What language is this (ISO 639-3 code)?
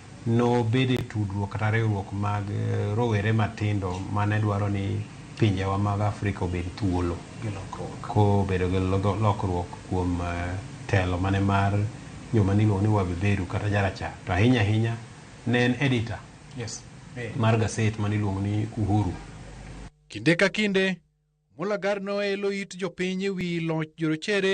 luo